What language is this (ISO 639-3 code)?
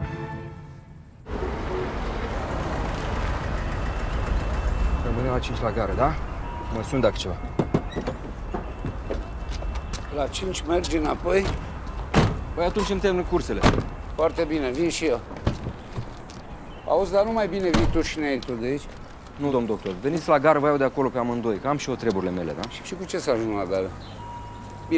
ron